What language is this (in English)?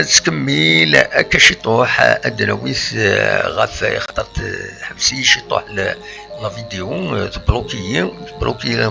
Kabyle